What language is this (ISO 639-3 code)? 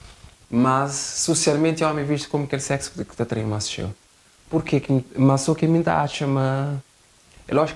kea